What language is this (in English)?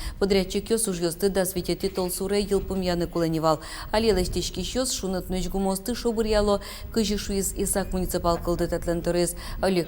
Udmurt